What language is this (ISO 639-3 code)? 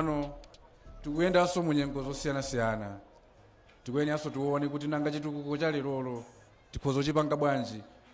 nya